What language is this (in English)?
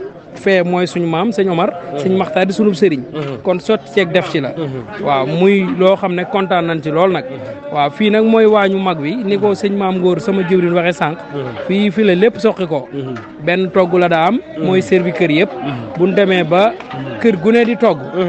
Wolof